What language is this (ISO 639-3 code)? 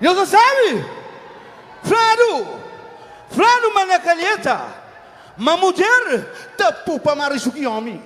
kea